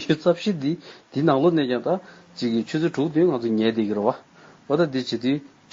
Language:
Tibetan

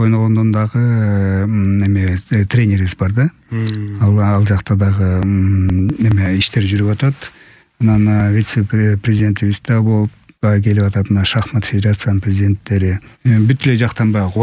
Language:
Kyrgyz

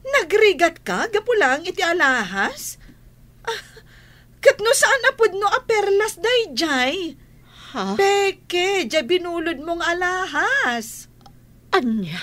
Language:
Iloko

